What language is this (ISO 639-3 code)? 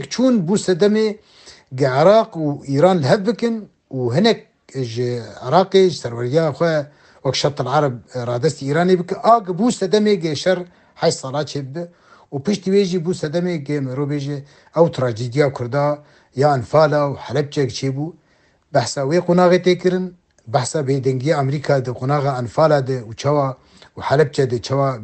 kur